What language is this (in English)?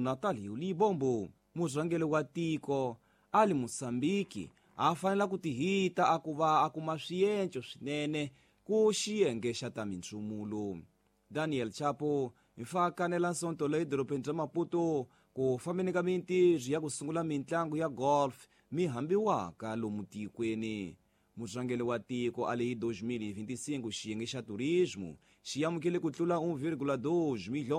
Tsonga